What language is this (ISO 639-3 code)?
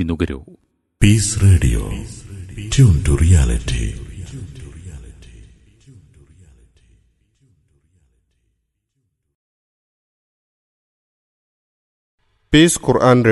mal